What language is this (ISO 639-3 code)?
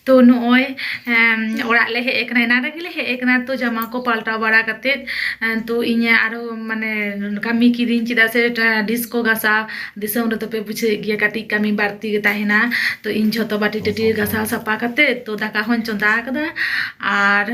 sat